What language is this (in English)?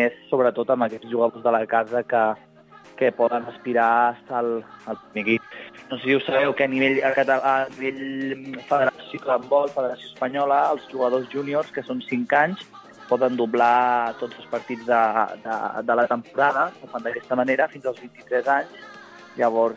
Catalan